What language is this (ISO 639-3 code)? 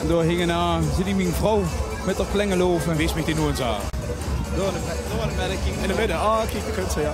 lim